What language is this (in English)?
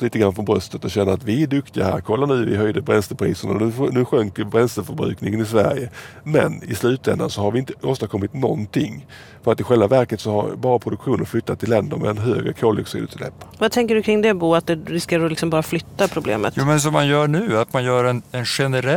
Swedish